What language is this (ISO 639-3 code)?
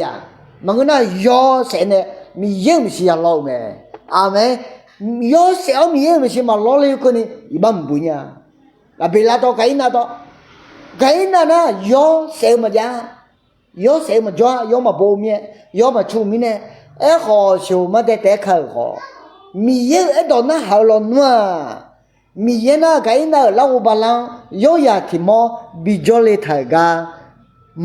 ahk